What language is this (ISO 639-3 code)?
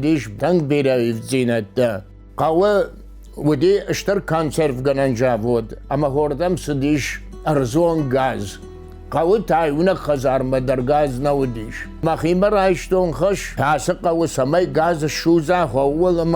oss